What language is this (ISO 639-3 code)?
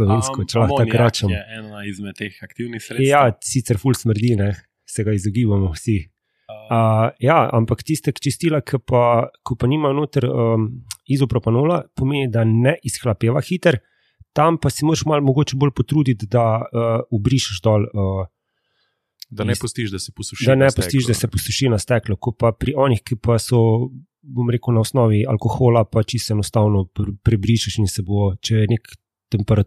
slv